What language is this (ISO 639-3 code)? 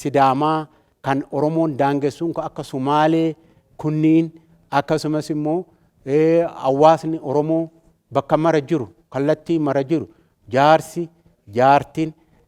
orm